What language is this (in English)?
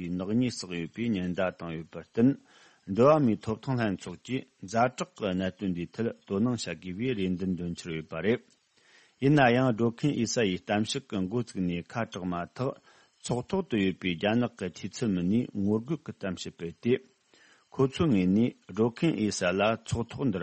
Tibetan